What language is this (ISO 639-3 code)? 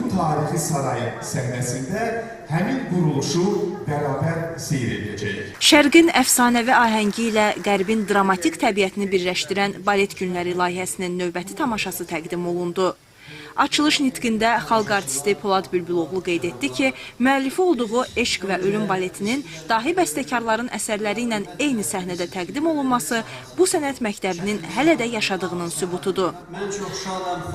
aze